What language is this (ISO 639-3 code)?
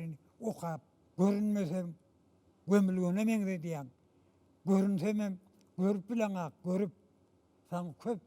tuk